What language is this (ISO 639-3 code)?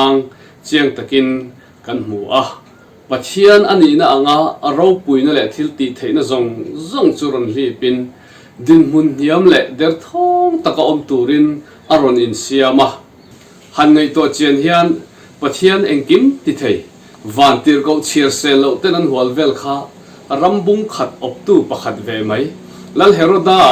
lus